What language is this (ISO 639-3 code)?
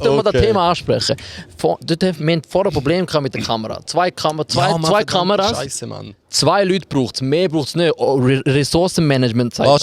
gsw